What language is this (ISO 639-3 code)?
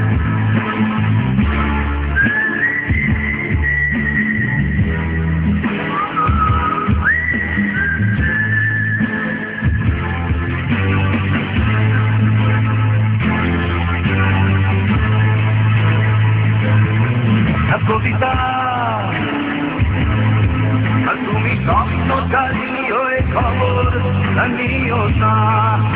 ben